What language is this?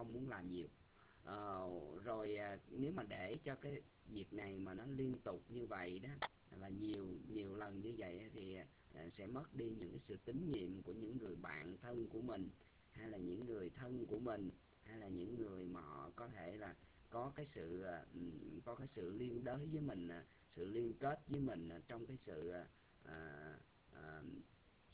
Vietnamese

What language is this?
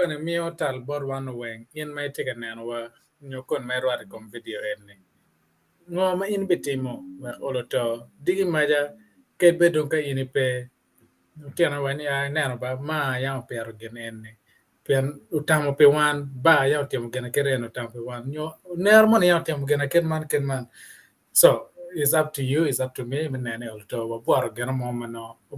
Acoli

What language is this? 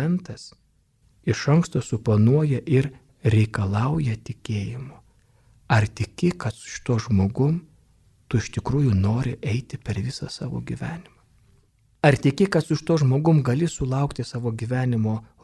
Lithuanian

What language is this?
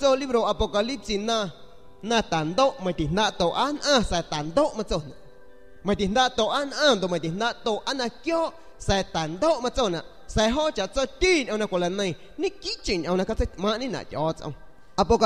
San Pedro Amuzgos Amuzgo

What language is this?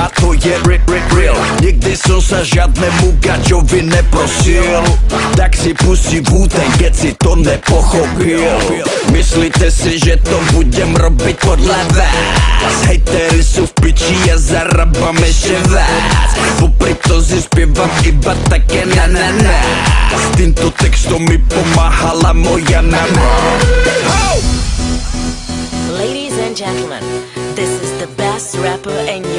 Slovak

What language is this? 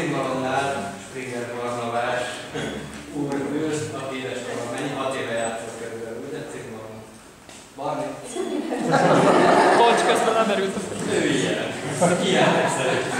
Hungarian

